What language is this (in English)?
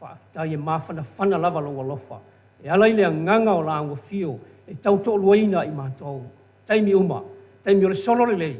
Samoan